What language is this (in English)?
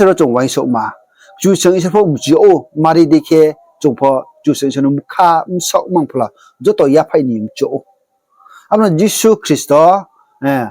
Riang (India)